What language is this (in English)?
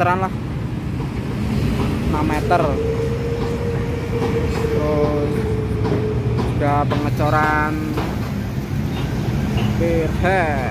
Indonesian